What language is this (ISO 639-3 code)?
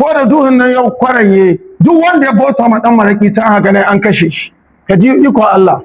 hau